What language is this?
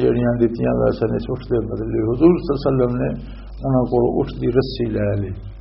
Western Panjabi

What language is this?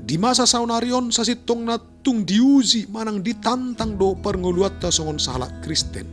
Batak Toba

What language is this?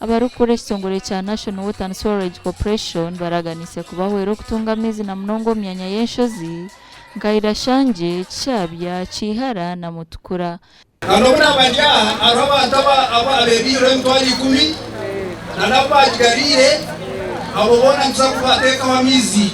Nyankole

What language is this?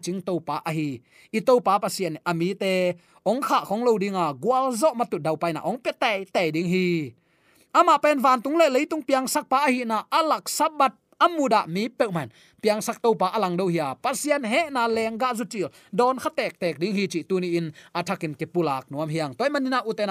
Tedim Chin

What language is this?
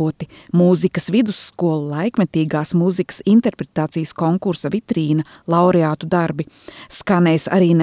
Latvian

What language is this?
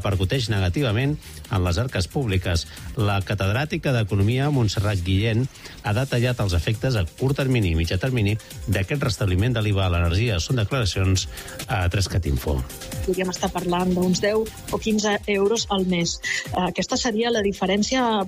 Catalan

